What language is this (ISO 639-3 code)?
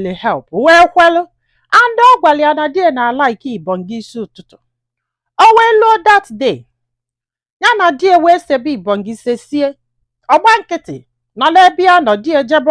ibo